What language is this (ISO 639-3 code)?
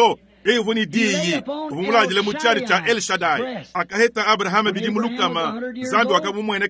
lua